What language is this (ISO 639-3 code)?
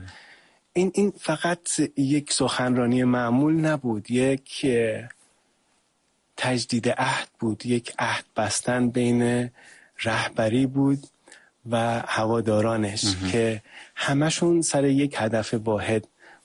fas